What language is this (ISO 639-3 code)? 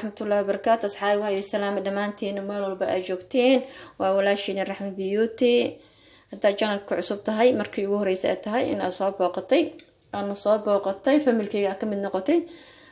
som